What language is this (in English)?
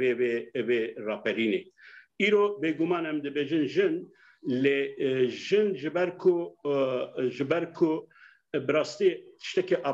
Kurdish